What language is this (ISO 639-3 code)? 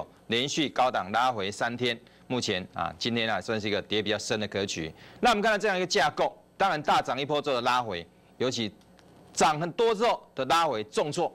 zho